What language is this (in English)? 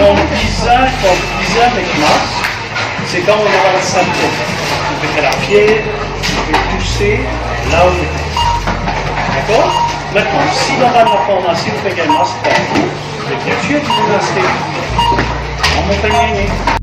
Morisyen